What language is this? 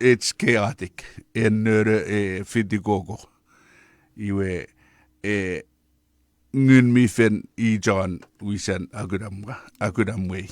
Chuukese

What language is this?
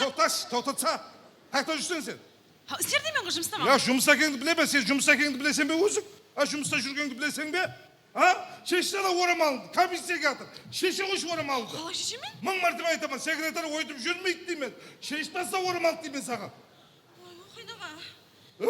Kara-Kalpak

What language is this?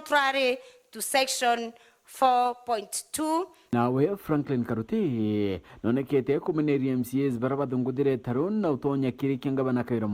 Meru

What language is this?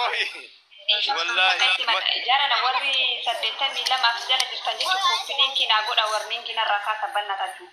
Oromo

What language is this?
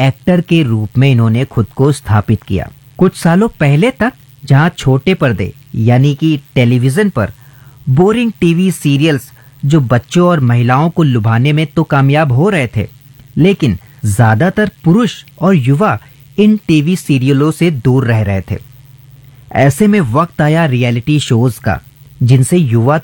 Hindi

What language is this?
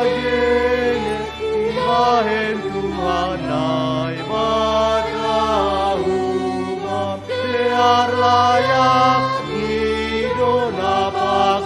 Batak Simalungun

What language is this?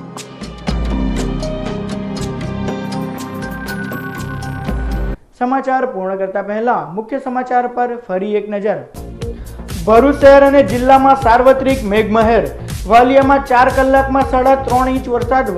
Gujarati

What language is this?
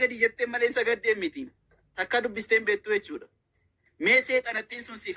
Oromo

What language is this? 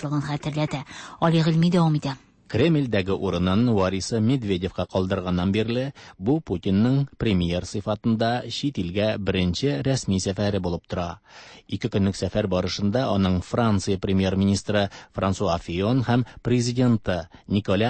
Tatar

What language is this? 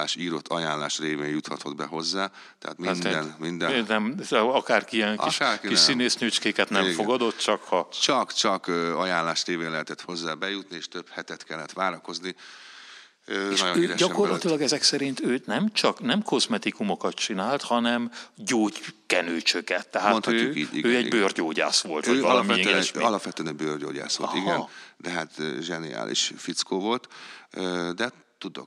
Hungarian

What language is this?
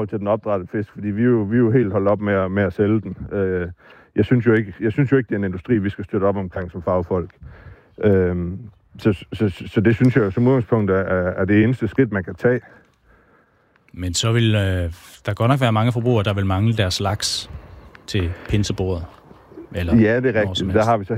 Danish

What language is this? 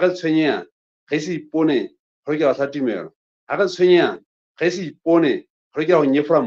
Southern Sotho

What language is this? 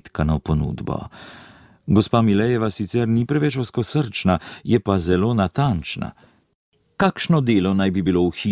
Slovenian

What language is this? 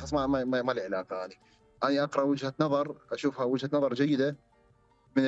Mesopotamian Arabic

